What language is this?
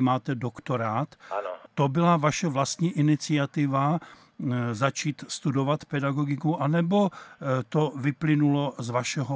Czech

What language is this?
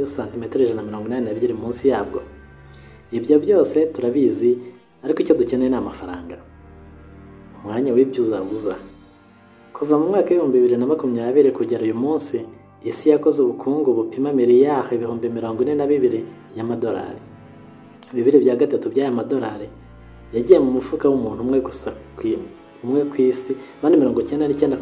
Kinyarwanda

